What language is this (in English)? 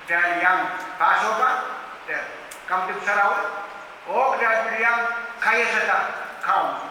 Pohnpeian